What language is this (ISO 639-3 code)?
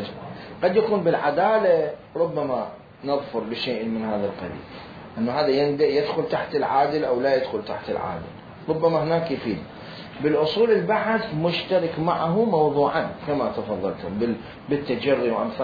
acm